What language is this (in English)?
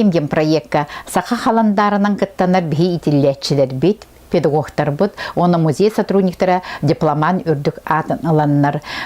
Yakut